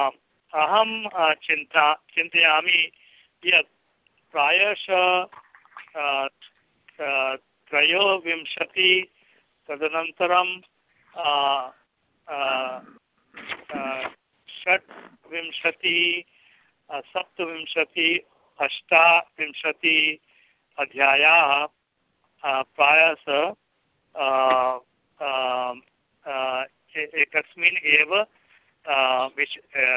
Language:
Sanskrit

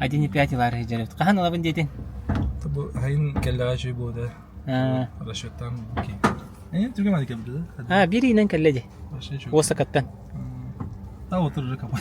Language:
Yakut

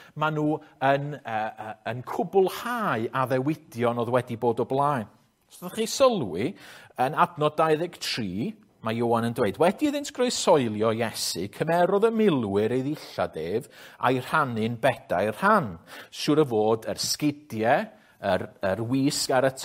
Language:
Welsh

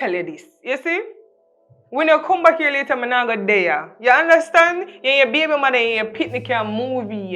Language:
Jamaican Creole English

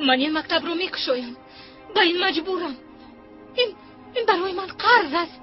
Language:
Tajik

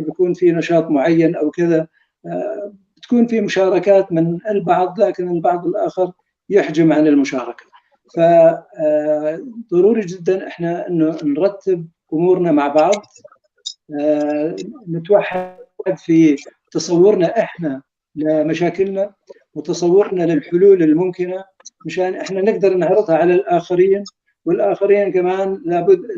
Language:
North Levantine Arabic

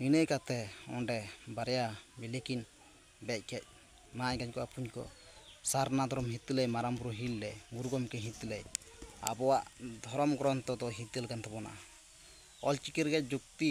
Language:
Santali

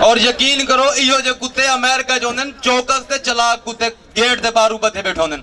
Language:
Saraiki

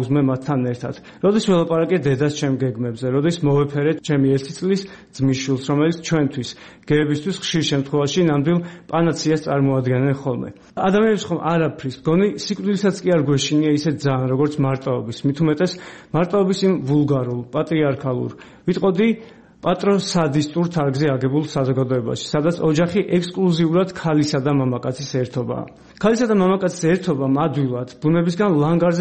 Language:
Georgian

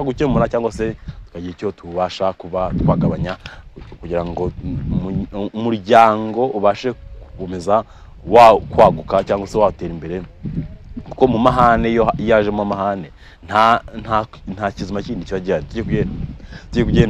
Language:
Kinyarwanda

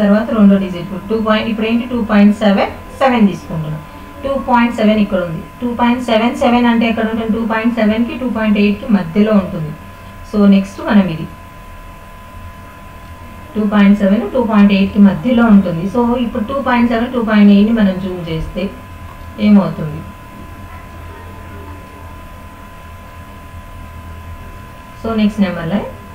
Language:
Telugu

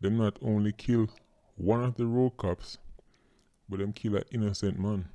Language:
Jamaican Creole English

